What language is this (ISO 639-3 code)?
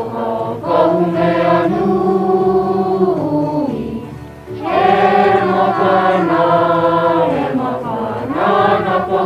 haw